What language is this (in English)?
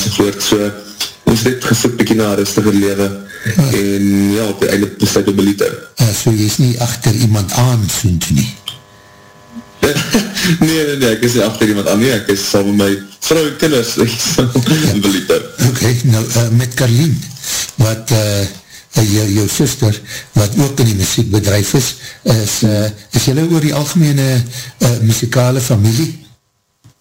Afrikaans